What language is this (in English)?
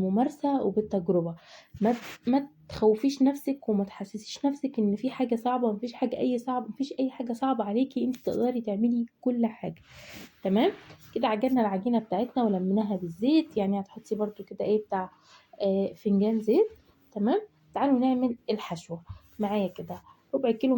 Egyptian Arabic